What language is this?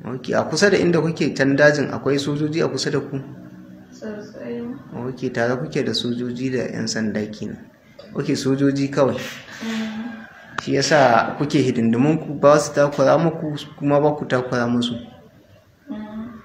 Hausa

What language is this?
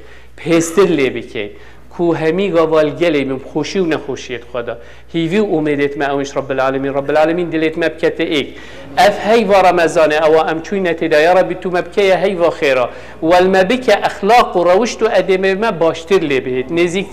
Kurdish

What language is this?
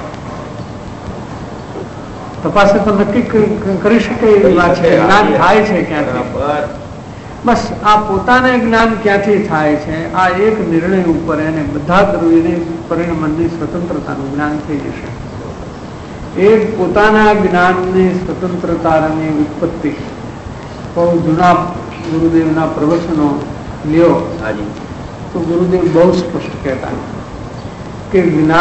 Gujarati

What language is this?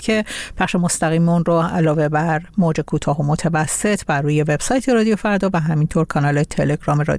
Persian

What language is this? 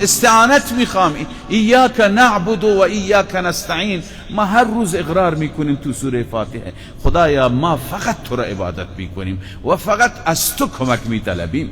Persian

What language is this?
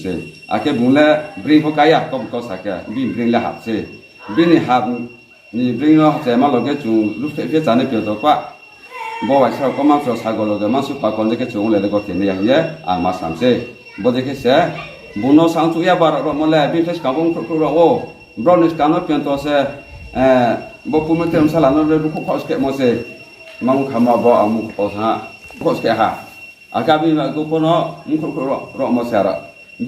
Riang (India)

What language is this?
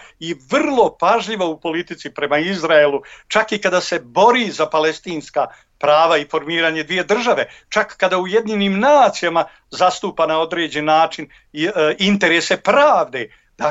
Bosnian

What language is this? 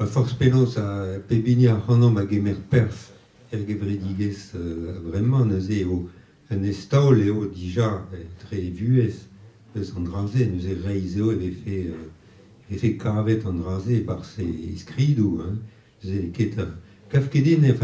Breton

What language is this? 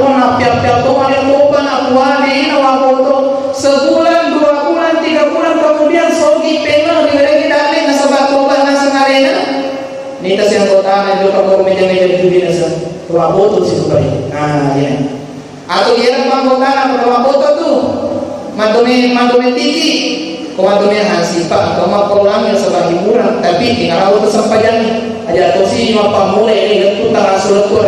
Buginese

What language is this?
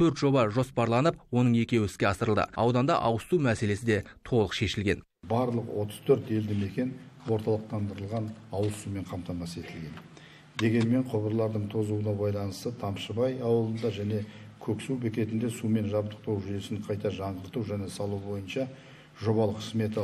Kazakh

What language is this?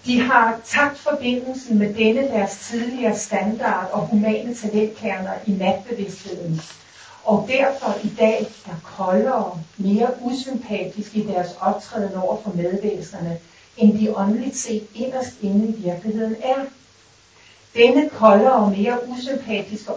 Danish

